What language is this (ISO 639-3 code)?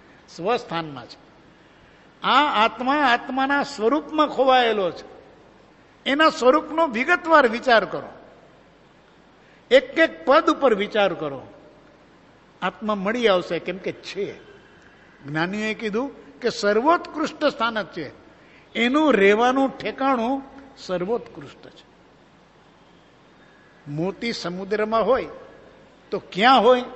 guj